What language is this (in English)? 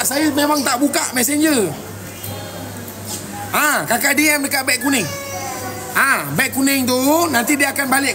Malay